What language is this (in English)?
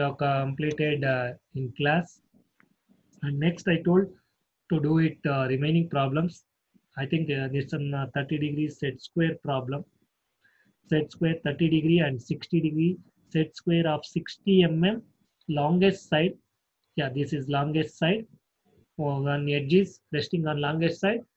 English